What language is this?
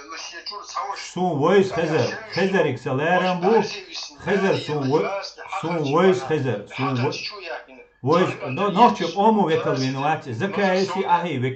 Chechen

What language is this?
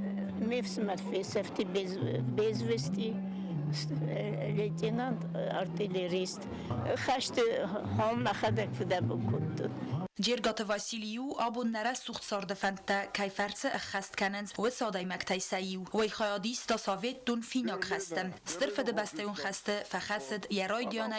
Ossetic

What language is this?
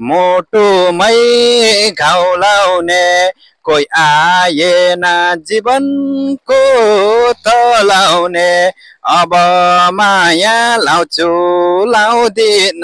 Nepali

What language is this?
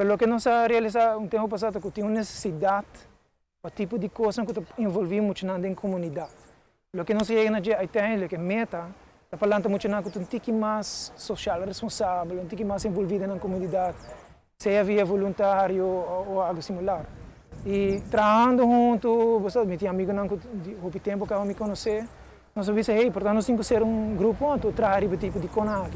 Papiamento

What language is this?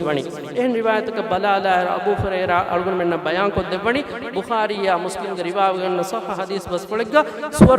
Divehi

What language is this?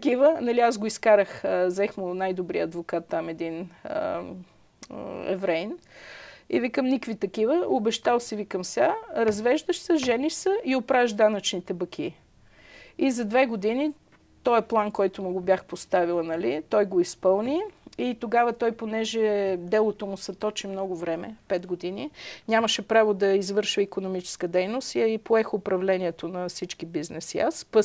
Bulgarian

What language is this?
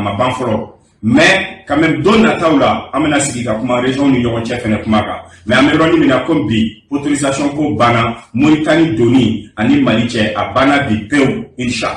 Bambara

